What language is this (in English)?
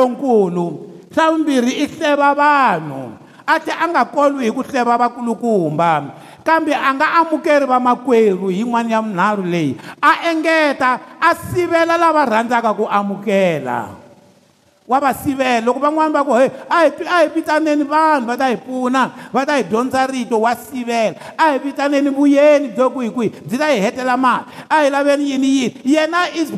Tsonga